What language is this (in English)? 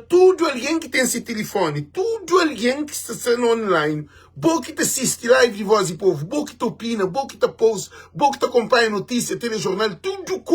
Kabuverdianu